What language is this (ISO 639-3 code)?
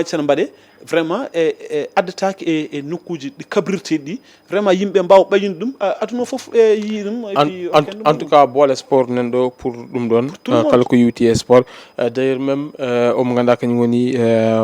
ful